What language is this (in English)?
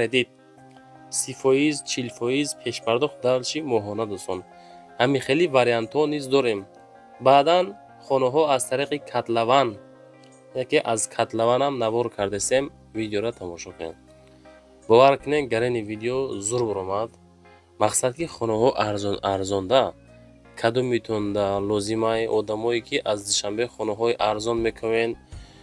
Tajik